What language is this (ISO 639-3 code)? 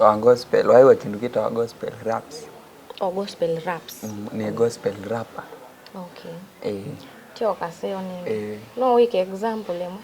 kam